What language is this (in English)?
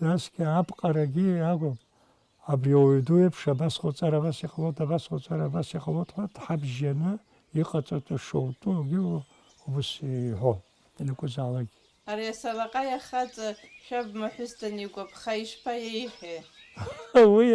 Abkhazian